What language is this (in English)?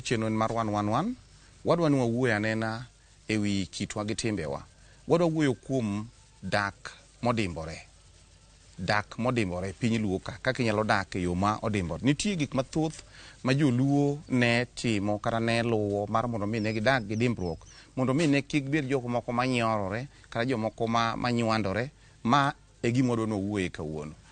Luo (Kenya and Tanzania)